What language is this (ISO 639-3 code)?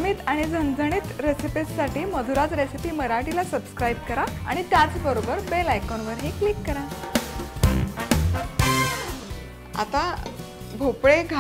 mar